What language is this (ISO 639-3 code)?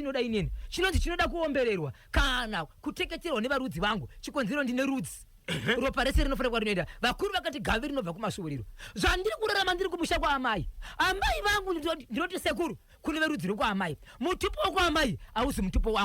sna